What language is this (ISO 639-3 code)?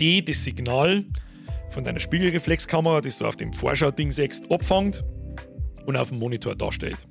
bar